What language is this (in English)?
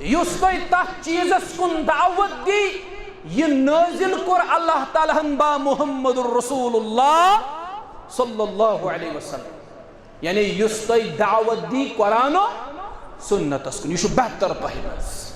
Kashmiri